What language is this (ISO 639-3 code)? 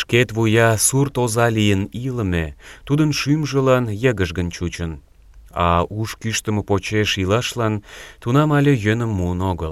chm